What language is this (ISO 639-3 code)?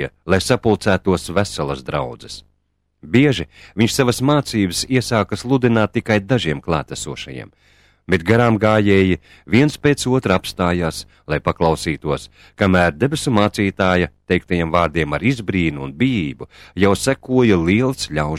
lav